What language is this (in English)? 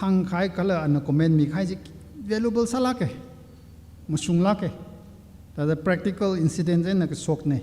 Tangkhul Naga (India)